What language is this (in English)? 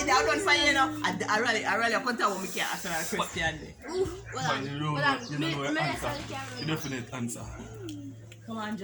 Jamaican Creole English